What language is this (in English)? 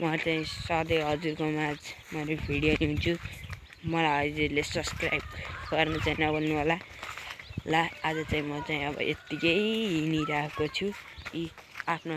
Nepali